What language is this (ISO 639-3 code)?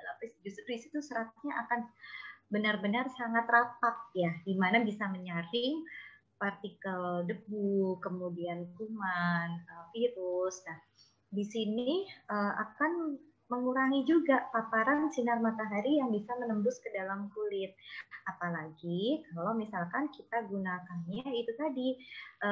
ind